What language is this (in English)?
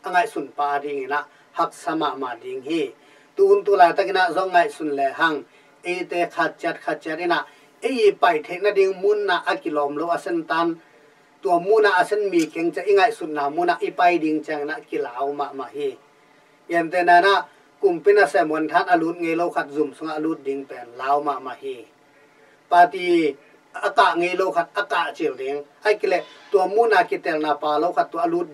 Tedim Chin